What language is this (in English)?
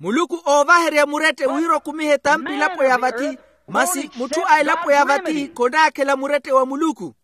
Makhuwa